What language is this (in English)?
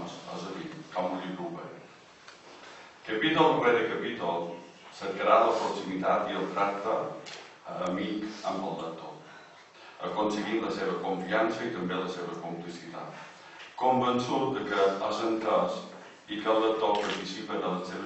Catalan